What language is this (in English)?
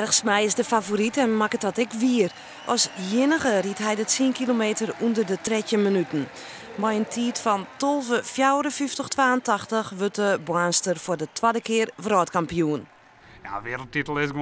Western Frisian